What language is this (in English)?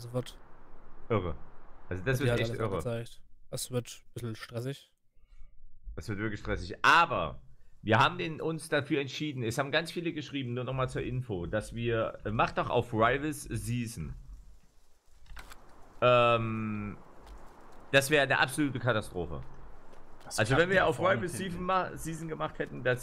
German